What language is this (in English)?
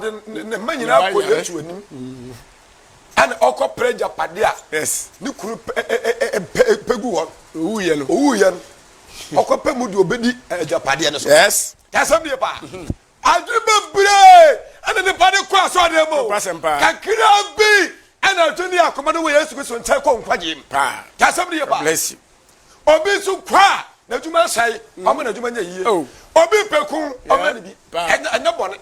Akan